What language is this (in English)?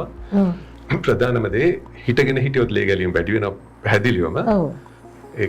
Sinhala